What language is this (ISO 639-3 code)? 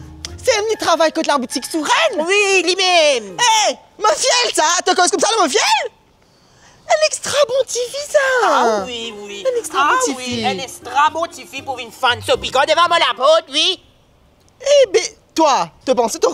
mfe